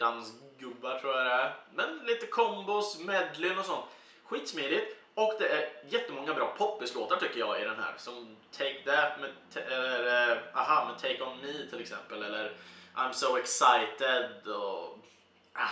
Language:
Swedish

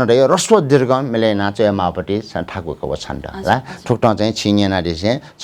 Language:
Newari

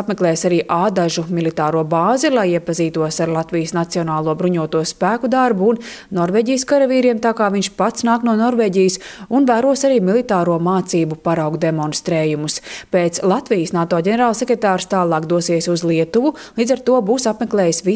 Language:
Latvian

